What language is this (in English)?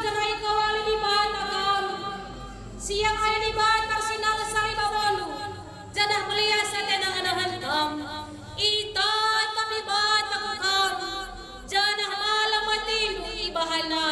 Batak Karo